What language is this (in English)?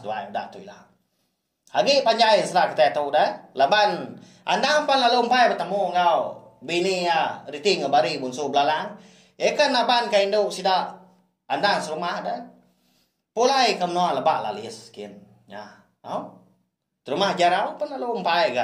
Iban